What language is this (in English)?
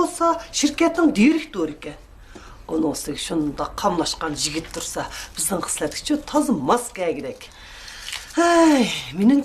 Uyghur